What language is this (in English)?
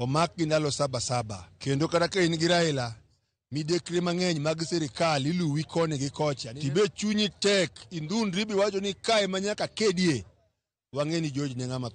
Luo (Kenya and Tanzania)